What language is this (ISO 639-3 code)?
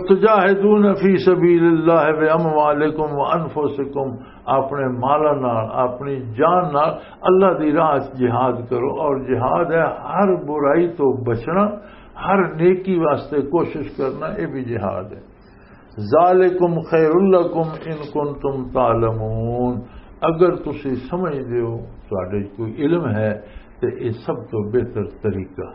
lah